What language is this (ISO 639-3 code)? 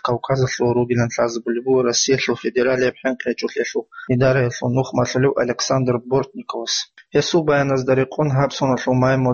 ava